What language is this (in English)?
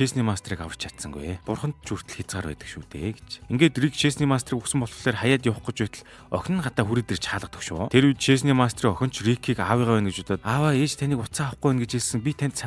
Mongolian